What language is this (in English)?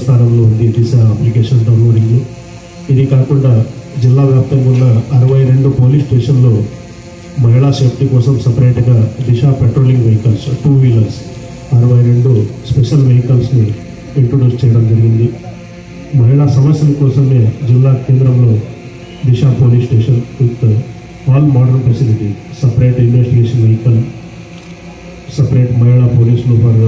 Telugu